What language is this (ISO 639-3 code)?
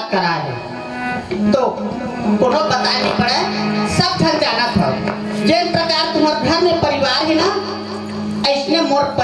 hne